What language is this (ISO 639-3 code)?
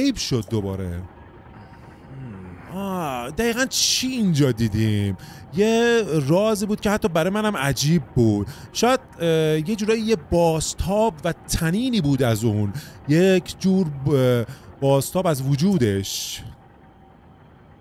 fas